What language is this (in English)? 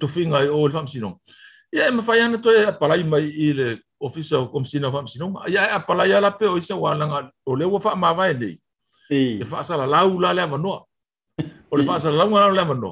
Samoan